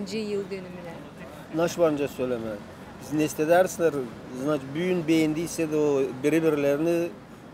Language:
Gagauz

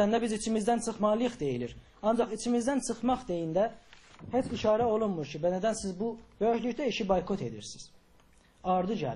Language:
South Azerbaijani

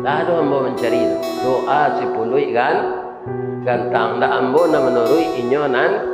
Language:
Minangkabau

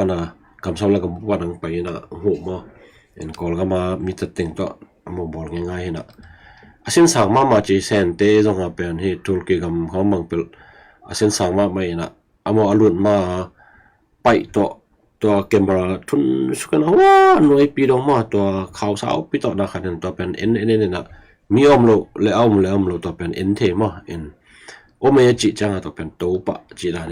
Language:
Tedim Chin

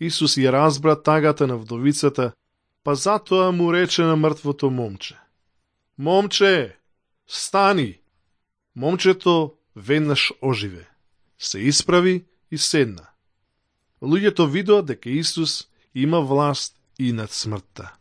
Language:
Macedonian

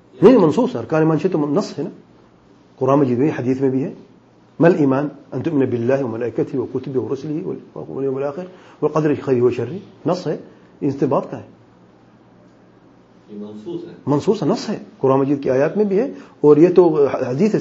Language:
Urdu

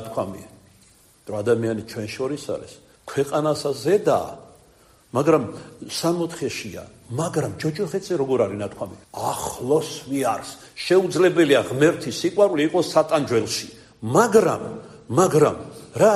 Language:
Georgian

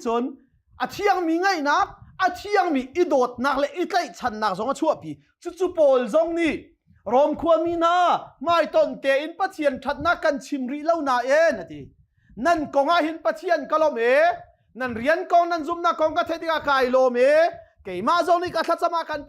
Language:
Hakha Chin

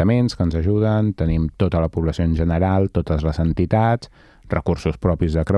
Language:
Catalan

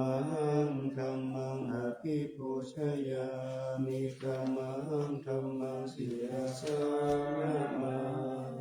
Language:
Pali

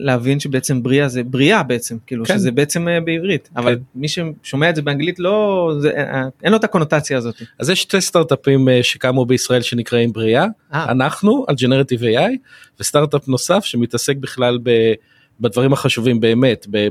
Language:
Hebrew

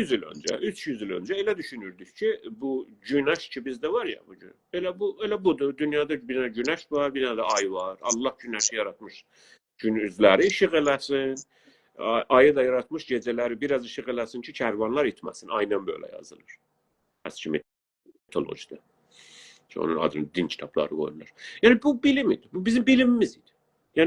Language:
South Azerbaijani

